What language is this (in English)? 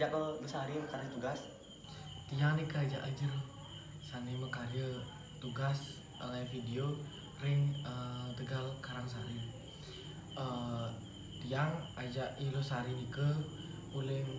Balinese